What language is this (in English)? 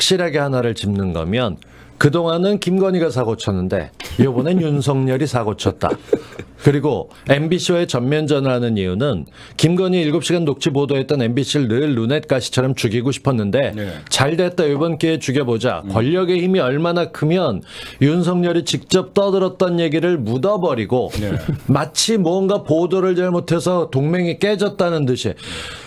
Korean